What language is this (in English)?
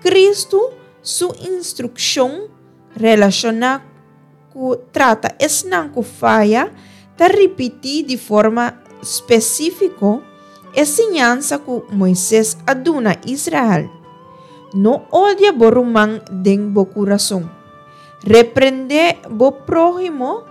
Papiamento